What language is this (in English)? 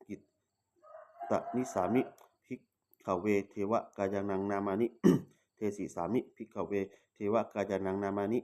Pali